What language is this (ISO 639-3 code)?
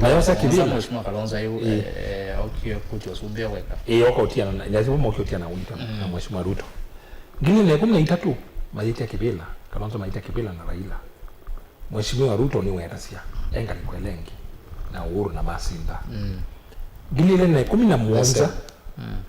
kam